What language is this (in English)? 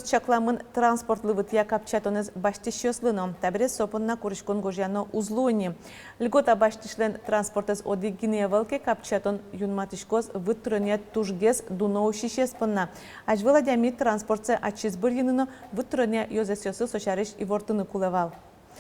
Udmurt